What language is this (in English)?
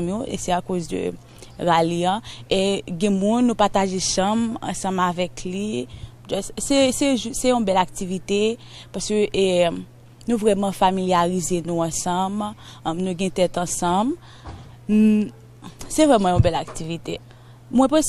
Haitian Creole